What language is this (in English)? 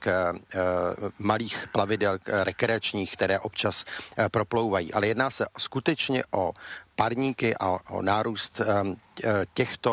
Czech